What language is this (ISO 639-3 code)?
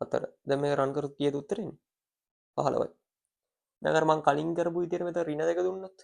sin